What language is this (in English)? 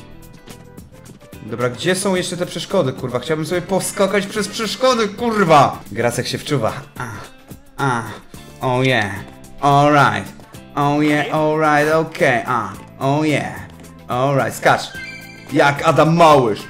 Polish